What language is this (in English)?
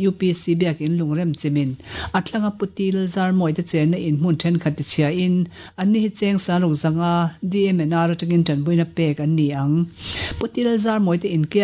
Mizo